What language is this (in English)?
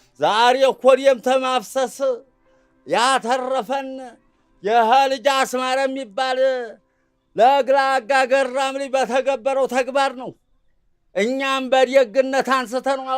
Amharic